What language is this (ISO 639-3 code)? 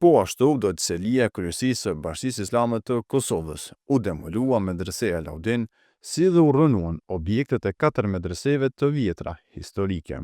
sqi